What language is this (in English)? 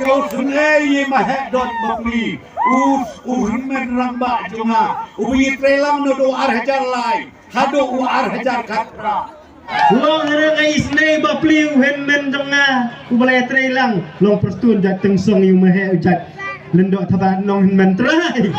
Khasi